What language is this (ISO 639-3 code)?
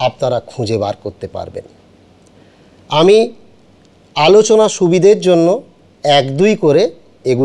ben